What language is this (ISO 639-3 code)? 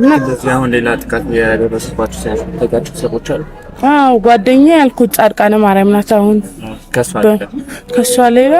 amh